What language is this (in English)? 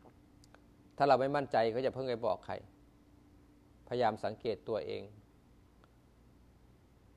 Thai